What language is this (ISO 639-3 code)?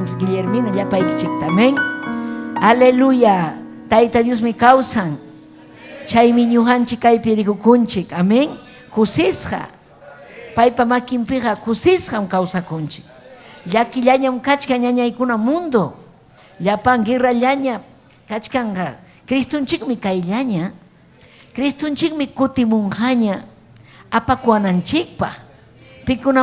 quy